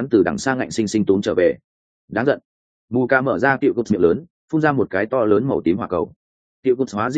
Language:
Vietnamese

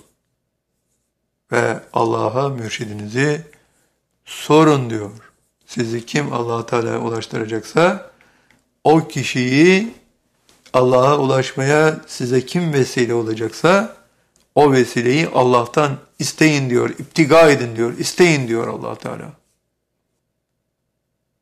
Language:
Turkish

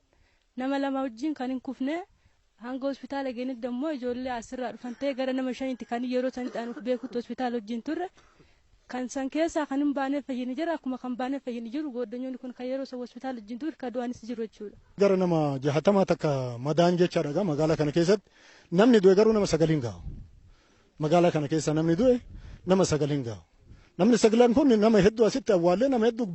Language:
Oromo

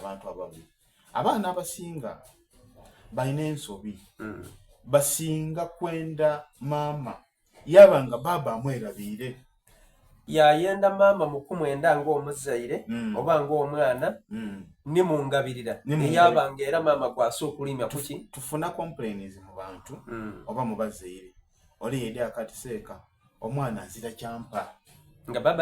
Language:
Soga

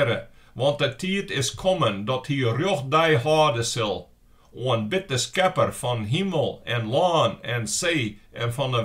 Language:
Western Frisian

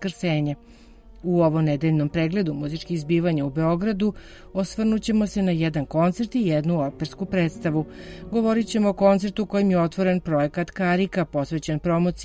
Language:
Serbian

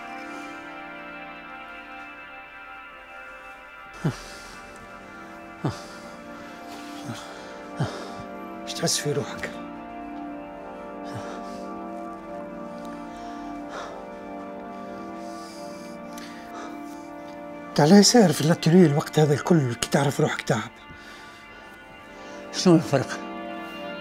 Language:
Tunisian Arabic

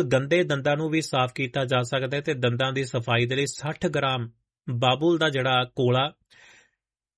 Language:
Punjabi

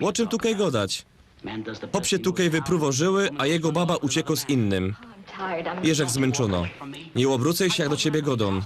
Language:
Silesian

